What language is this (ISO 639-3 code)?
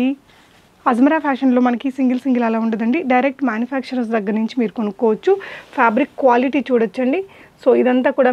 tel